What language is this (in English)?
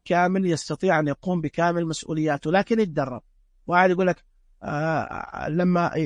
Najdi Arabic